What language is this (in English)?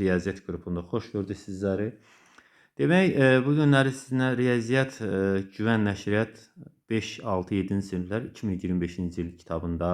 Azerbaijani